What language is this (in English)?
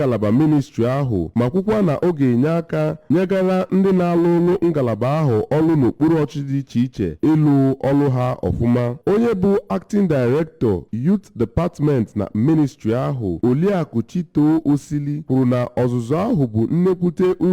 Igbo